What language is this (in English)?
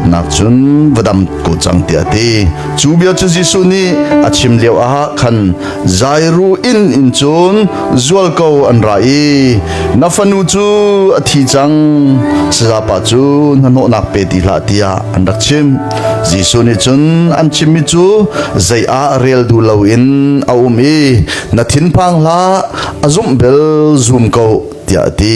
Hakha Chin